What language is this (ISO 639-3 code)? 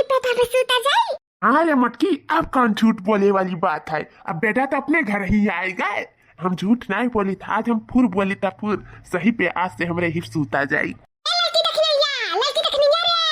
awa